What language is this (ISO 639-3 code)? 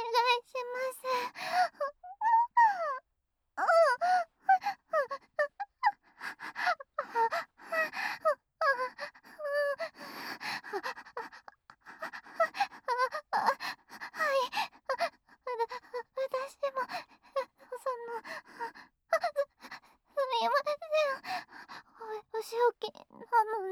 jpn